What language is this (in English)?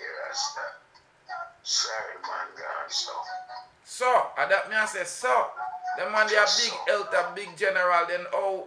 Jamaican Creole English